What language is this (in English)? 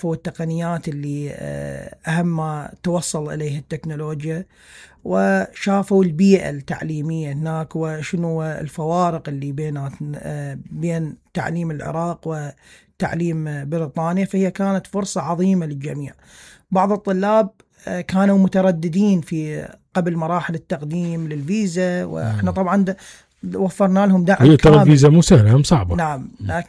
Mesopotamian Arabic